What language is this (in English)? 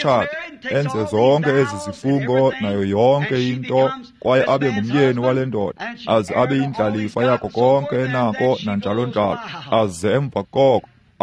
Xhosa